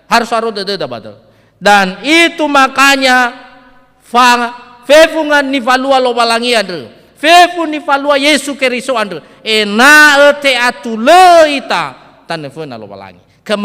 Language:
Nias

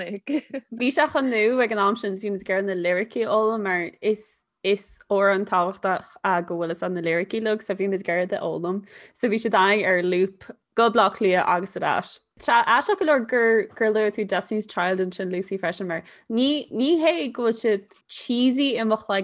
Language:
Irish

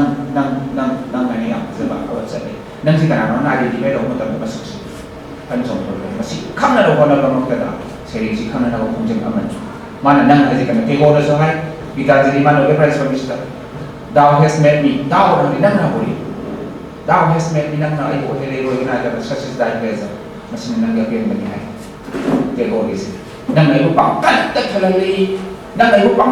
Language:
Manipuri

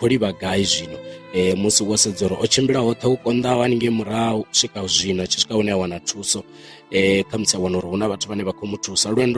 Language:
Venda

